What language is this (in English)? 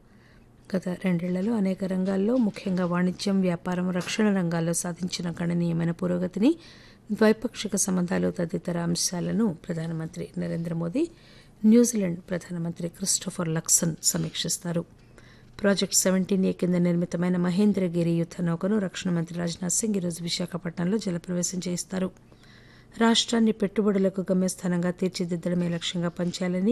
Telugu